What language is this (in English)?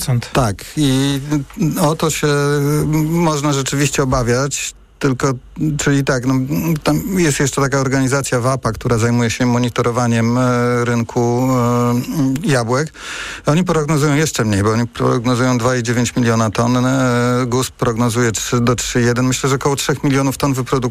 Polish